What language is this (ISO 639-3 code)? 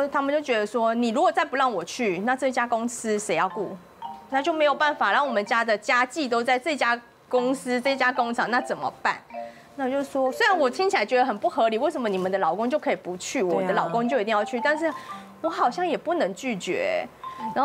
zho